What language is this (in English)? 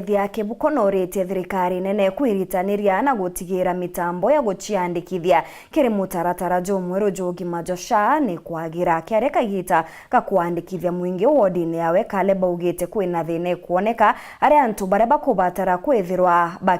Meru